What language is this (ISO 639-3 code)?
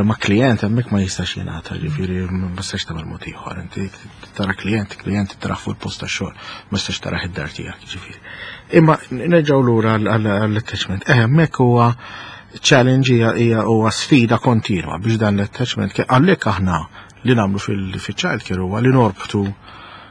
mlt